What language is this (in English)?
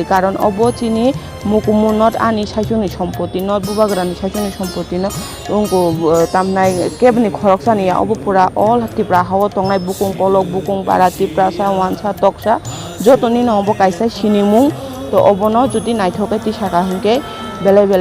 Kok Borok